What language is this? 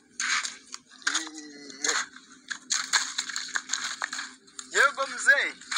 Kinyarwanda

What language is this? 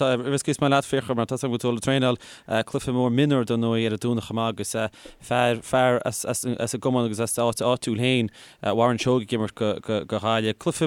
Irish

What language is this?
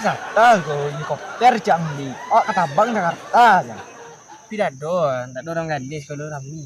Minangkabau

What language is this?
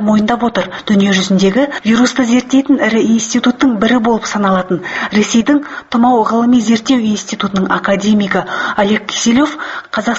Kazakh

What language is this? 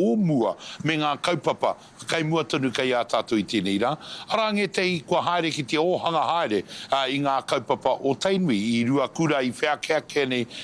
Māori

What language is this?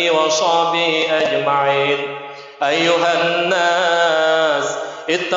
Achinese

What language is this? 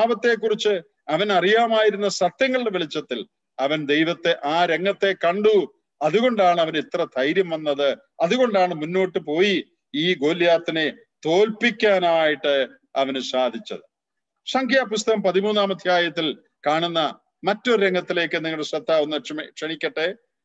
Malayalam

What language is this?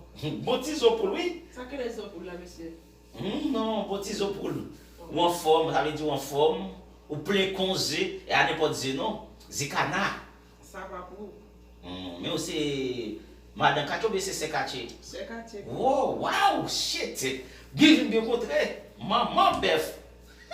Haitian Creole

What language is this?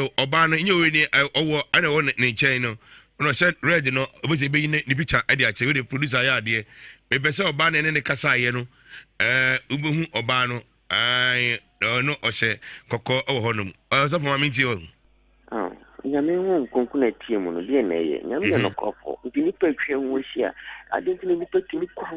Akan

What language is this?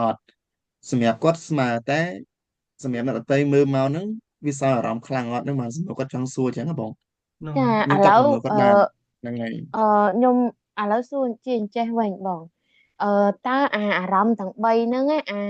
Khmer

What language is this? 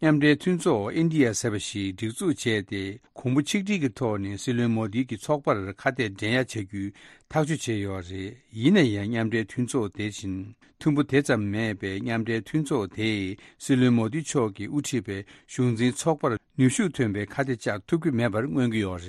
Tibetan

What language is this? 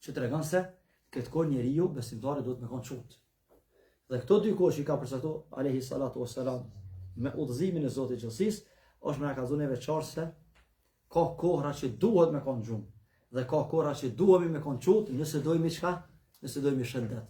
Albanian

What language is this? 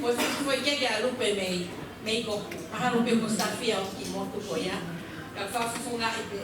Tongan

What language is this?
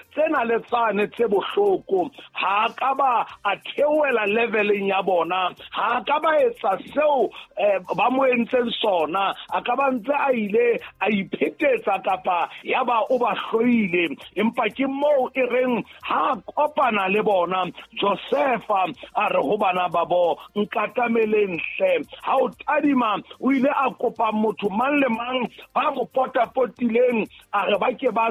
Southern Sotho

